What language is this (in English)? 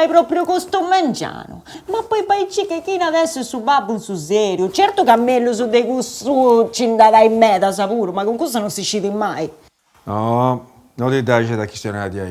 Sardinian